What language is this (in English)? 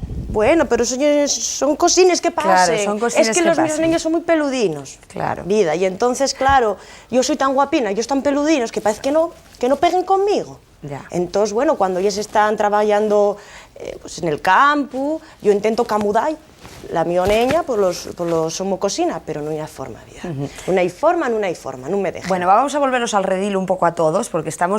Asturian